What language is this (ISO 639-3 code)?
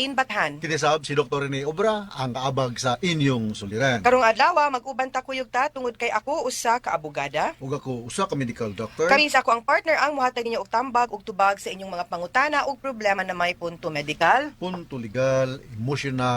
ceb